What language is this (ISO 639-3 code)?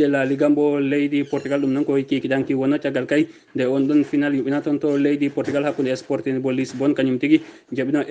ful